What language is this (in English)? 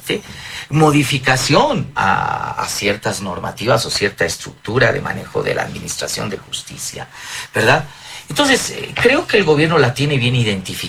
Spanish